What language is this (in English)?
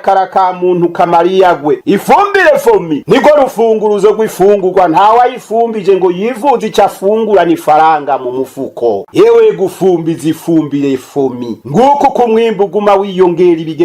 Rundi